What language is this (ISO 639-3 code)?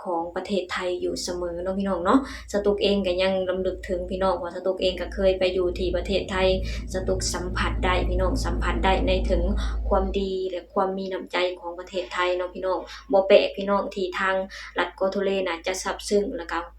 lao